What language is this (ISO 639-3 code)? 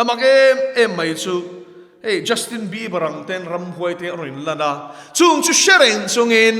lus